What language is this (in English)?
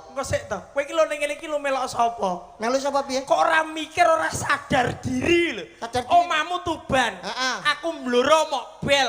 Javanese